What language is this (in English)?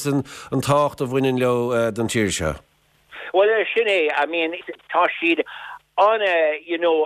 Irish